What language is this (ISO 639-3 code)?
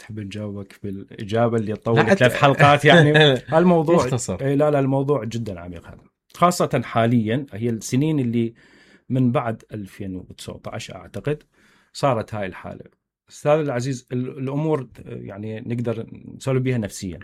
acm